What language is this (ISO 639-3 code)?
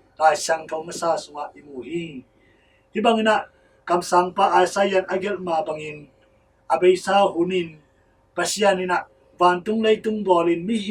ctd